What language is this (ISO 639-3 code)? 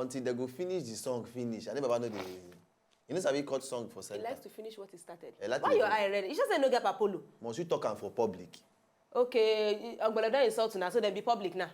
pcm